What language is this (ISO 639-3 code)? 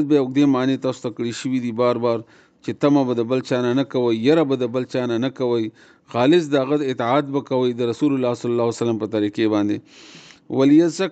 pus